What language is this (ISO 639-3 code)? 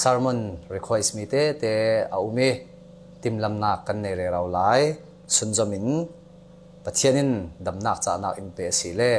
cfm